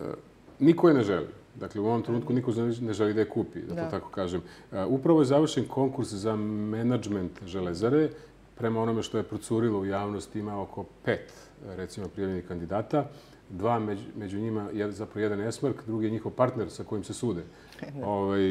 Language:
Serbian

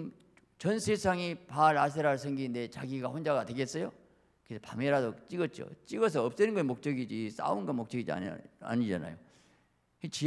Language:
Korean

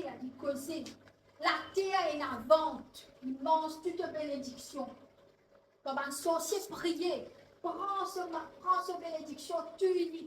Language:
Morisyen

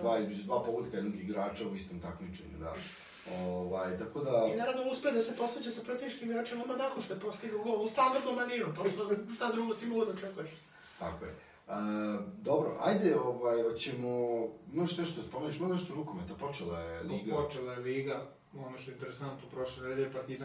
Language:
Serbian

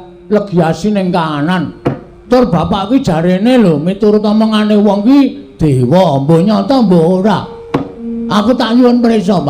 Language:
Javanese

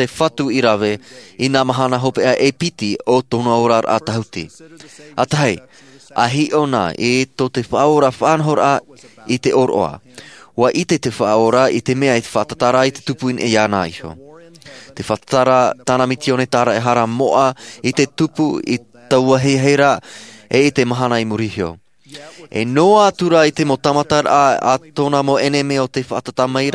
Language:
Tahitian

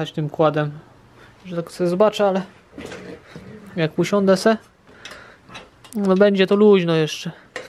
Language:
Polish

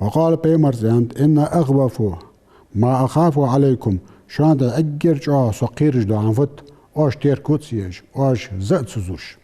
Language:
Ingush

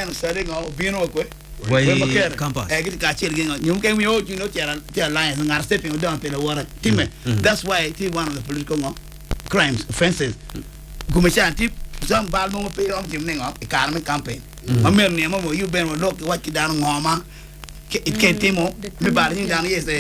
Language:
Acoli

